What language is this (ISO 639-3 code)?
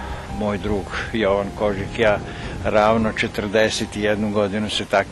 srp